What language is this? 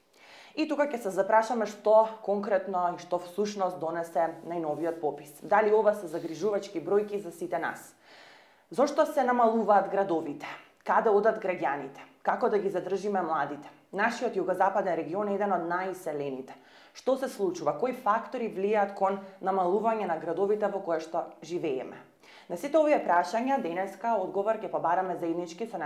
Macedonian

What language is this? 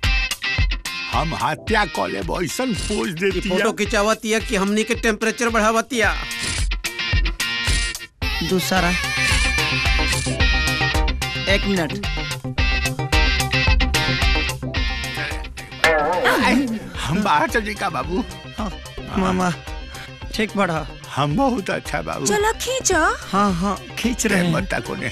Bhojpuri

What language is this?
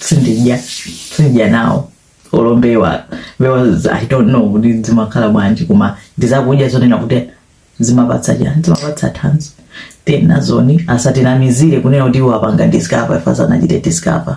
Nyanja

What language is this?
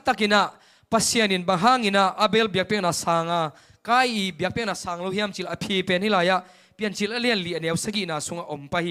Tedim Chin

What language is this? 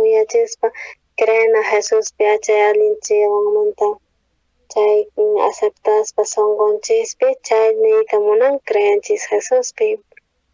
South Bolivian Quechua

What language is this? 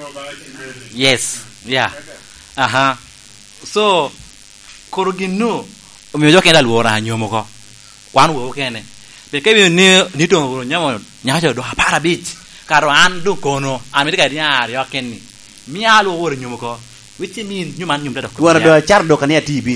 Lango (Uganda)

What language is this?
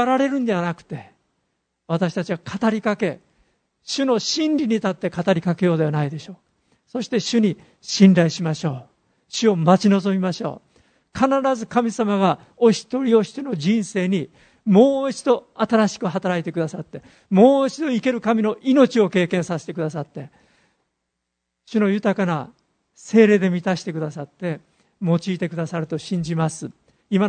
Japanese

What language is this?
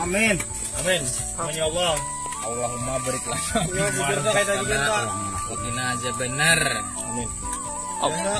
Banjar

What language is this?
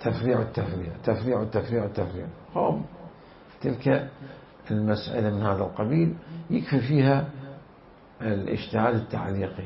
Mesopotamian Arabic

